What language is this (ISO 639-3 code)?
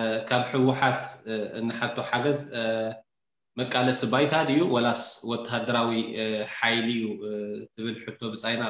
tir